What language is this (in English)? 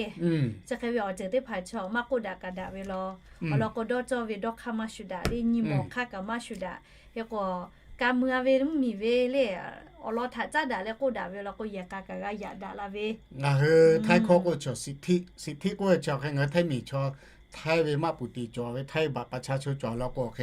Lahu